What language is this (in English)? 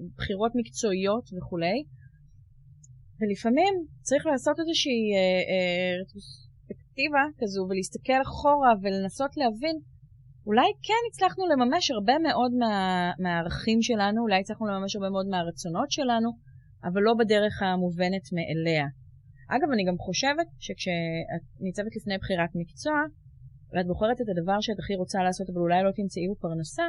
Hebrew